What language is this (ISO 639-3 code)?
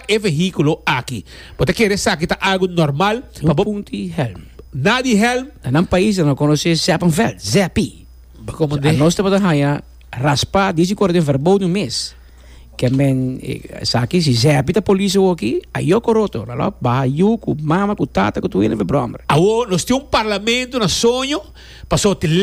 pap